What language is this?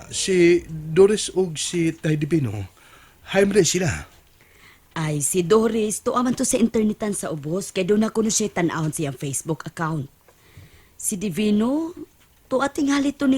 Cebuano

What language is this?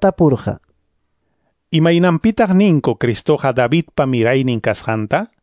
Quechua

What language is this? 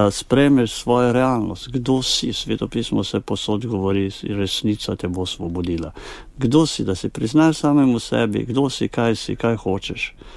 Slovenian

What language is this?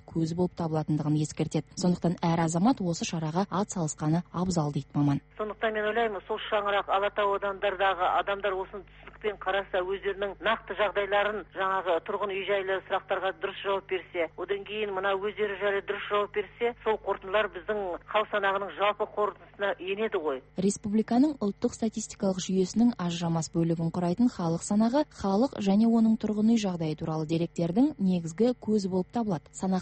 Kazakh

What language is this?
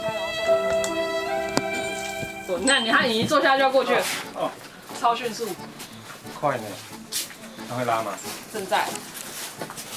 Min Nan Chinese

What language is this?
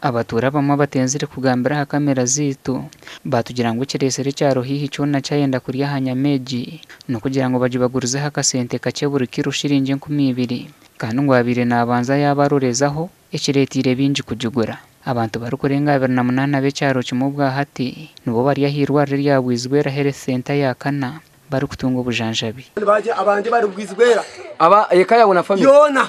Nyankole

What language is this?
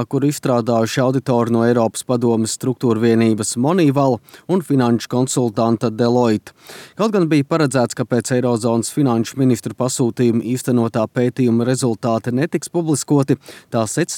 Latvian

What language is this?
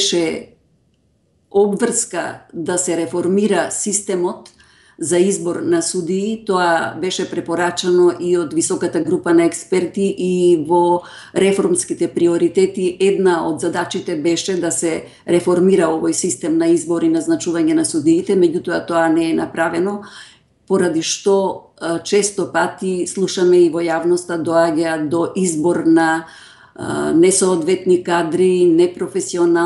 Macedonian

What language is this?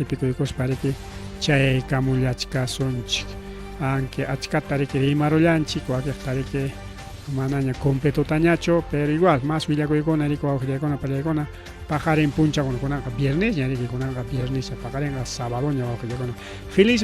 Ayacucho Quechua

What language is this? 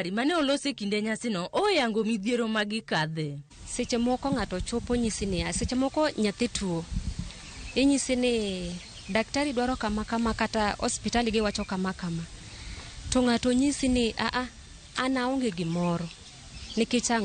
Luo (Kenya and Tanzania)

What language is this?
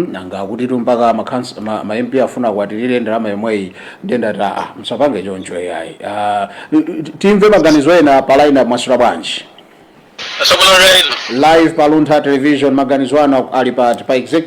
Nyanja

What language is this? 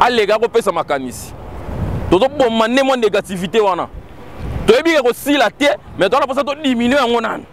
Lingala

